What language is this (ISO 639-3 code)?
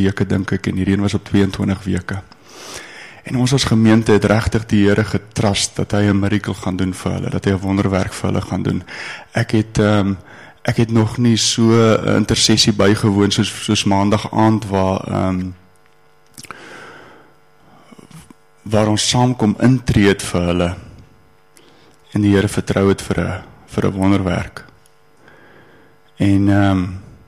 afr